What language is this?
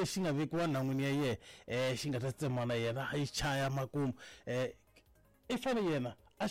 Tsonga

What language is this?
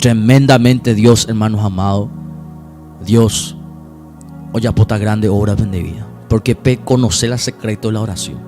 Guarani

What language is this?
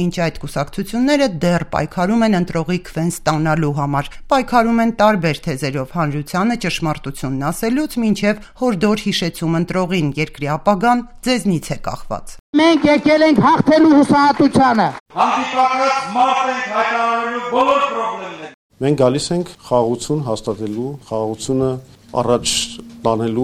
Armenian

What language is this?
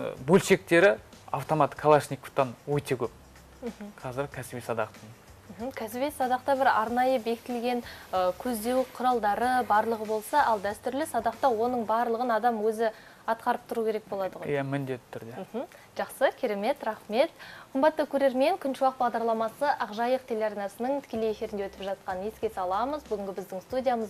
Kazakh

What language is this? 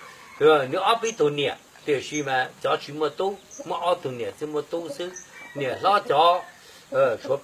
Hmong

